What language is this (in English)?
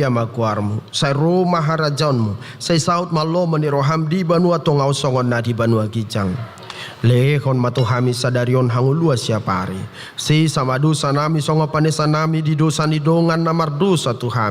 Batak Toba